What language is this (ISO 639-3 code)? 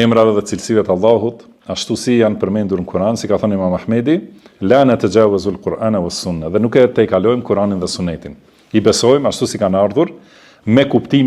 sqi